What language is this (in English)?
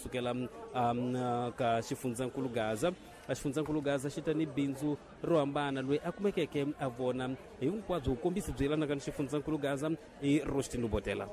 Tsonga